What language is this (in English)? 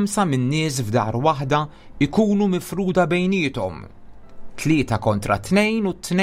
Maltese